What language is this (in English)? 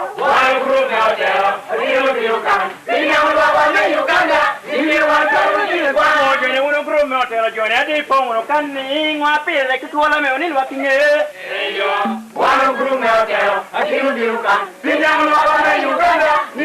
Lango (Uganda)